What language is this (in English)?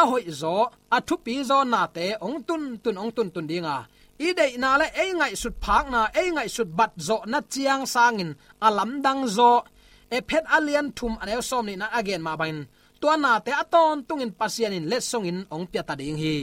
Tedim Chin